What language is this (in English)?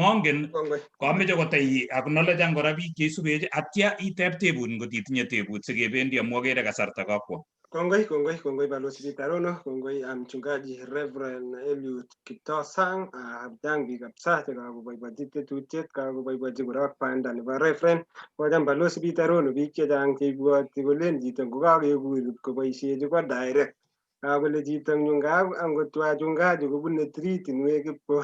Kalenjin